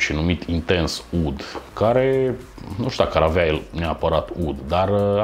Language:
Romanian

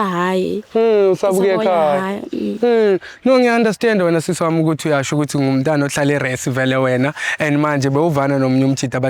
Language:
Zulu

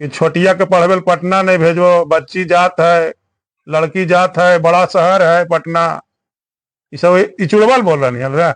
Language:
Magahi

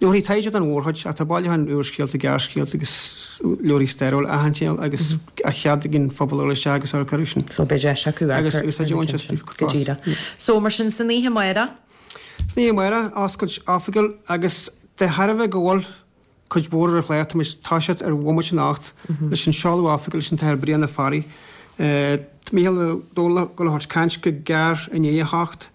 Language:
Irish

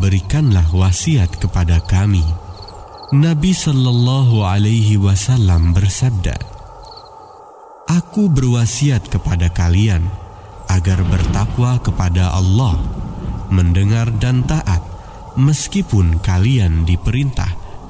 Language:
Indonesian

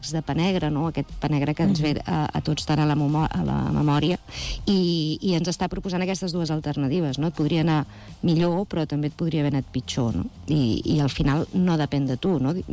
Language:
Catalan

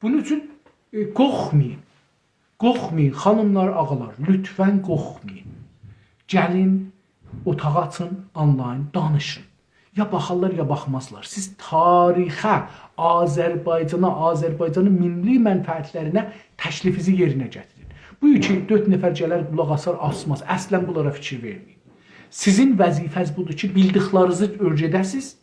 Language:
South Azerbaijani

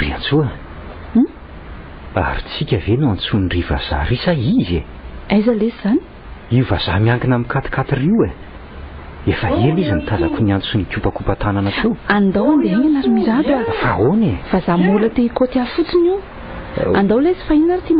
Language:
Malagasy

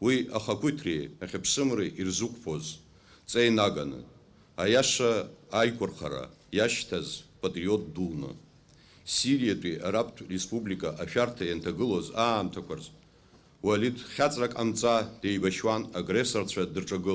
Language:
Abkhazian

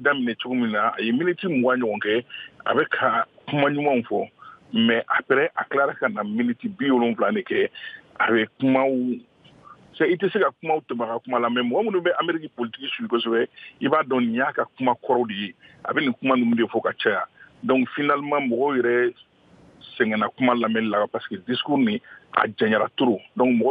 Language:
Bambara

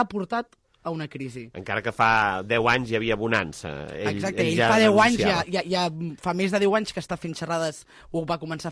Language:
Catalan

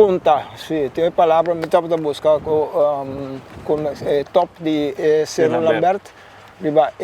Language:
Papiamento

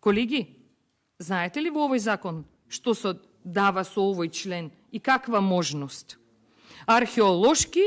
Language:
Macedonian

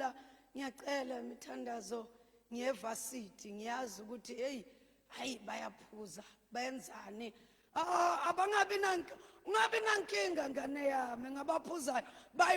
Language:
Zulu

